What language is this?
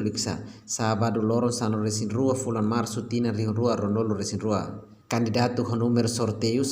Tetum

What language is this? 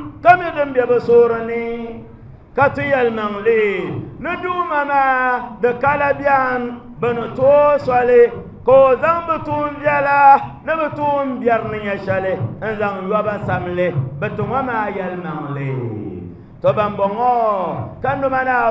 Dagbani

